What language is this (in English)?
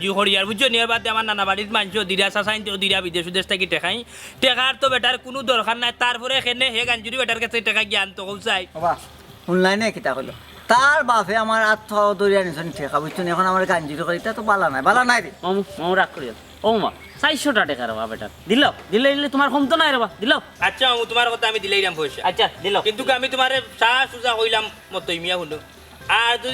Sylheti